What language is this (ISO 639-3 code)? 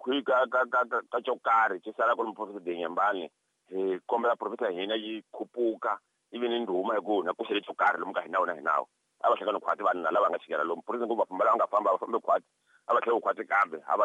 tso